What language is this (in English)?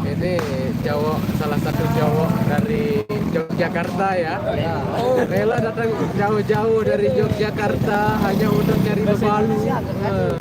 Sasak